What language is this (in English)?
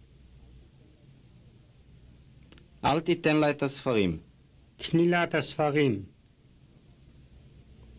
Hebrew